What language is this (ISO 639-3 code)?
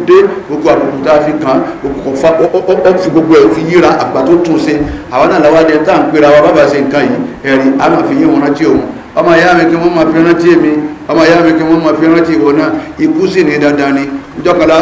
yor